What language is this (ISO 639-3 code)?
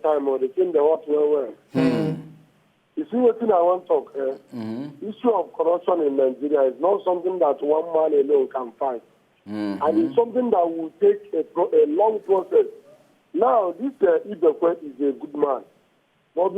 pcm